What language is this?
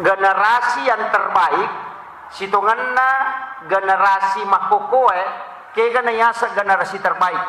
Buginese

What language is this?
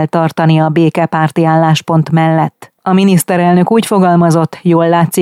Hungarian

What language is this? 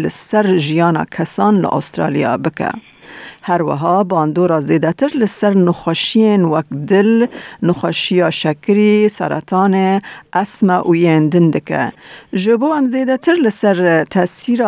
Kurdish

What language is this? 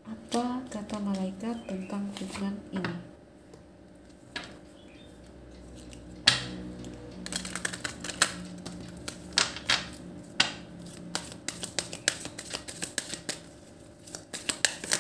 Indonesian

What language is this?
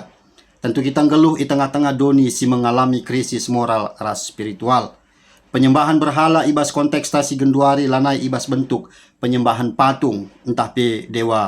Batak Karo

